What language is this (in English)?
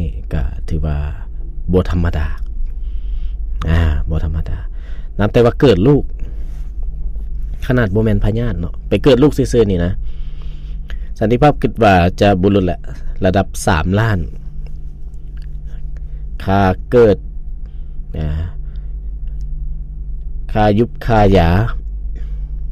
Lao